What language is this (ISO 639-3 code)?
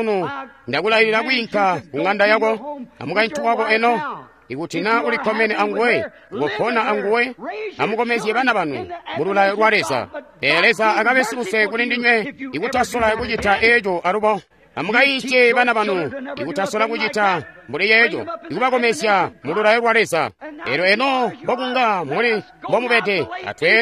toi